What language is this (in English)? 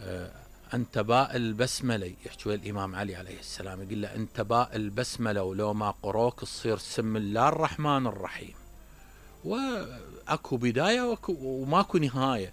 Mesopotamian Arabic